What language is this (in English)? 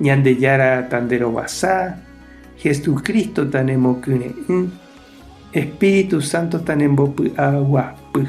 Guarani